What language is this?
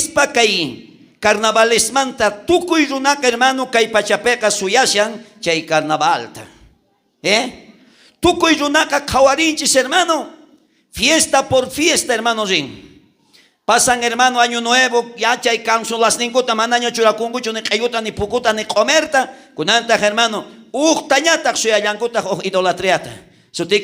South Bolivian Quechua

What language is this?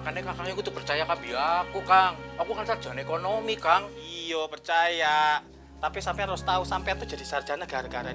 Betawi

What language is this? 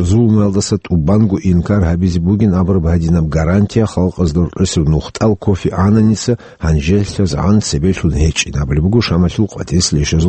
Avaric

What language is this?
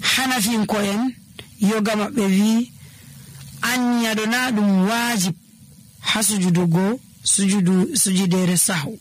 Nigerian Fulfulde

